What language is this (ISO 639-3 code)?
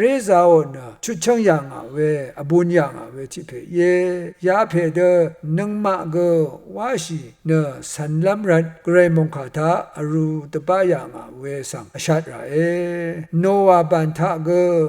raw